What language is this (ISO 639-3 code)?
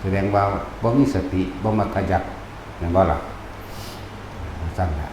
tts